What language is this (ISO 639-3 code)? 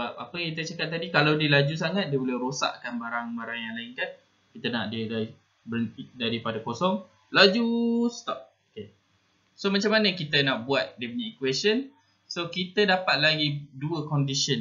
msa